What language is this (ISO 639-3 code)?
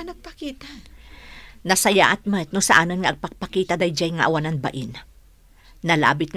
ilo